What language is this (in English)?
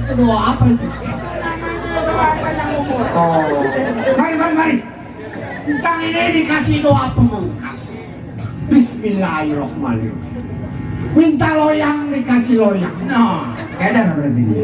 Betawi